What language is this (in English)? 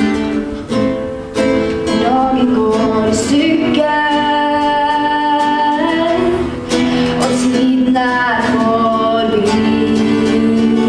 Norwegian